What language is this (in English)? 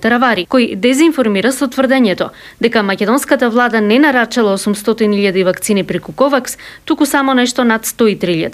Macedonian